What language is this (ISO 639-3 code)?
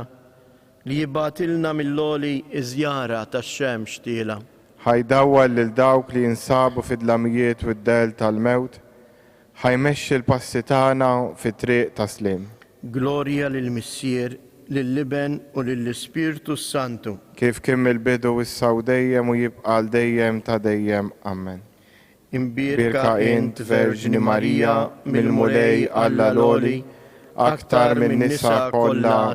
mlt